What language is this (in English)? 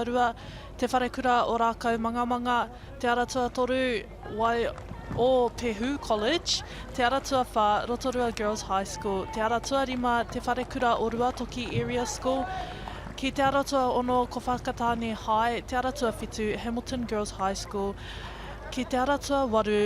Māori